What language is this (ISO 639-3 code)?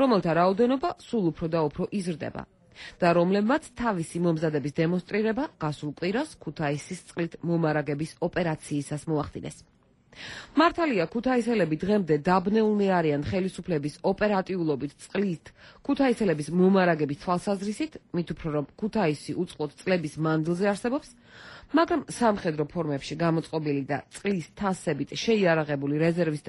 kat